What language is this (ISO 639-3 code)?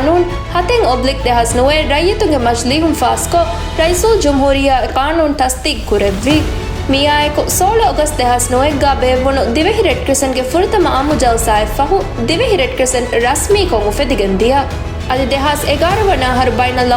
div